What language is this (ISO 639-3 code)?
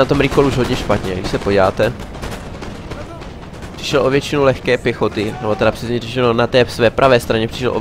ces